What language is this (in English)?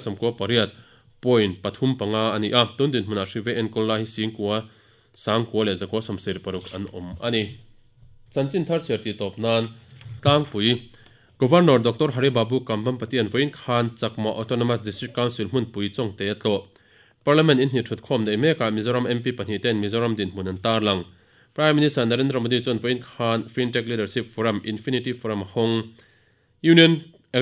Mizo